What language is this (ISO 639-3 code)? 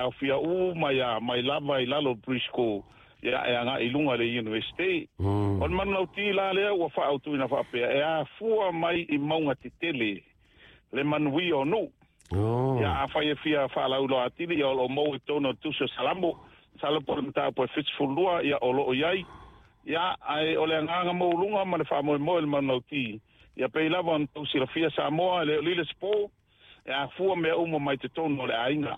smo